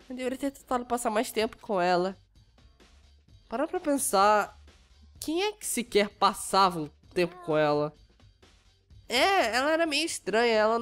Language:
Portuguese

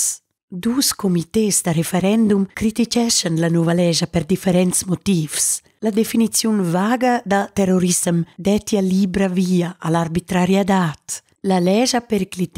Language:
Romansh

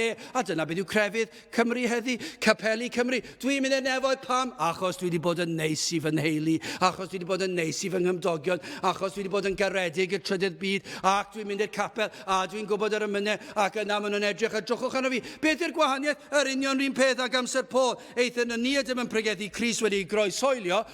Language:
Welsh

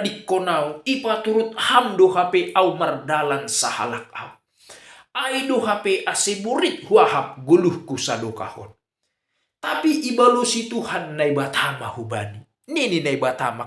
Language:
Batak Simalungun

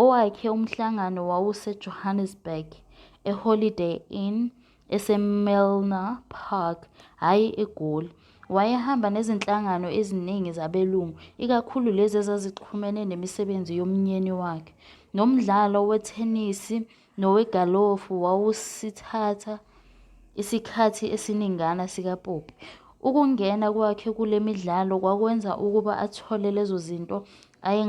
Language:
Zulu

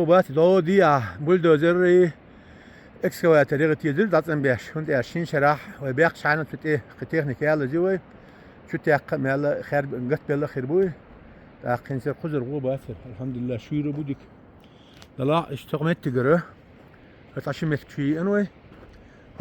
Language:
Chechen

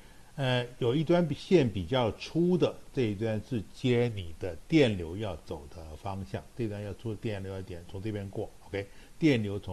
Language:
Chinese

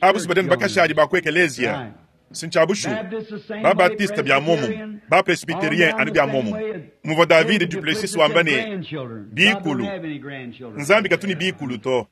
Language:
Luba-Lulua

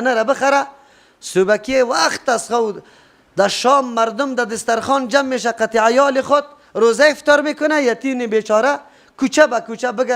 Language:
Persian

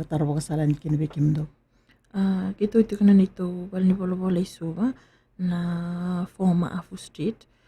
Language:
Fijian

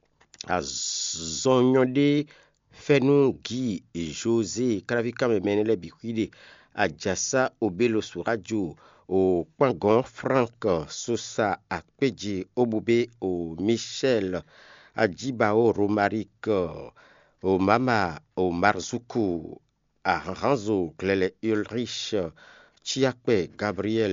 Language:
Fon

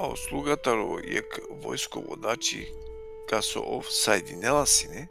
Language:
Balkan Romani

